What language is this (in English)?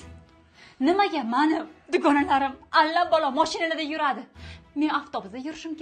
Uzbek